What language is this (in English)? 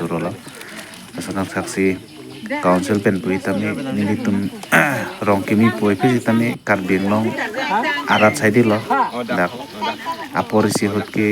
Karbi